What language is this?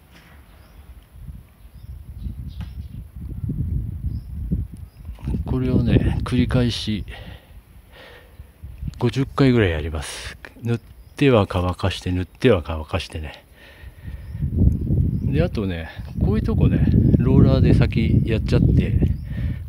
Japanese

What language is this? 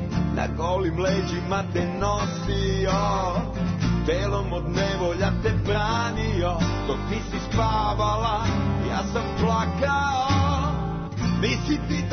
Serbian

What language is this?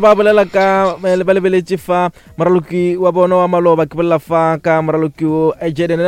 Northern Sotho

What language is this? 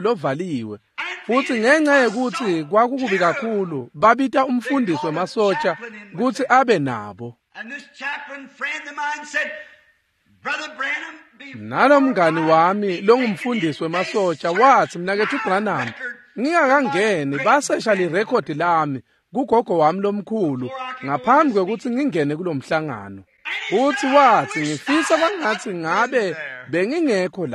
Swati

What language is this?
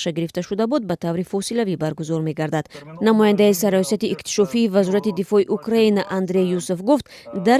Tajik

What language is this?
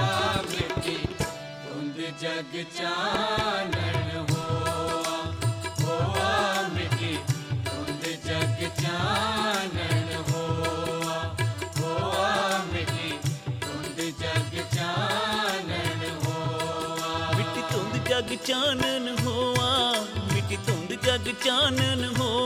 Punjabi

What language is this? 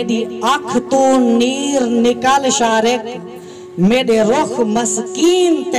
Saraiki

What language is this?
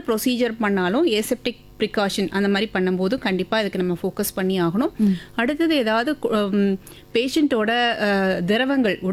Tamil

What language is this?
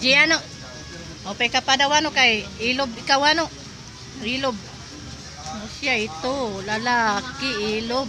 Waray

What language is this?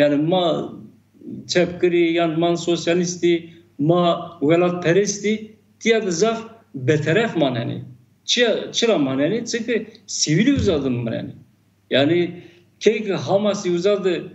Zaza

